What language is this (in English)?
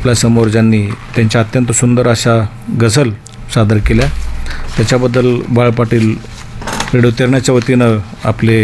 Marathi